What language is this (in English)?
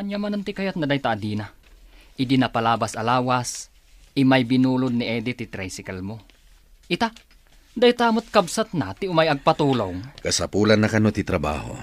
Iloko